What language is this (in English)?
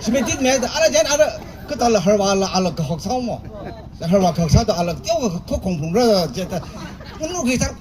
Tangkhul Naga (India)